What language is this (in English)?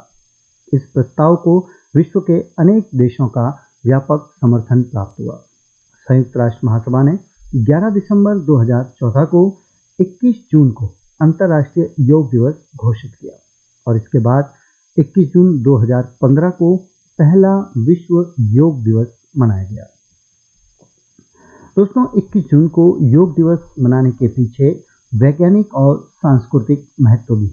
Hindi